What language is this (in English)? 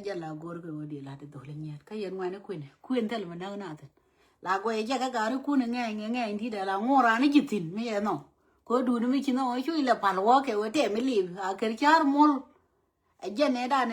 Nuer